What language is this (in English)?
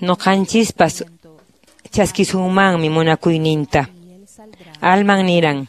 Quechua